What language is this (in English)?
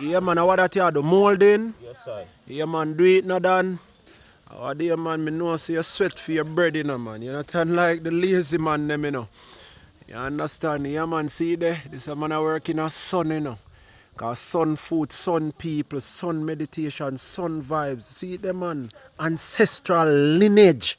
Jamaican Creole English